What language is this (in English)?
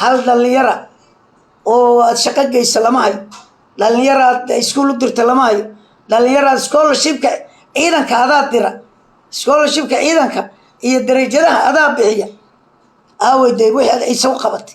Somali